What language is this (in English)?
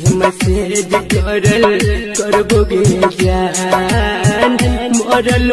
Bhojpuri